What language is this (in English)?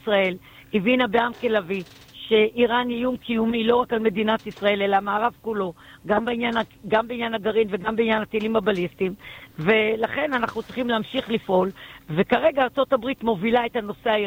Hebrew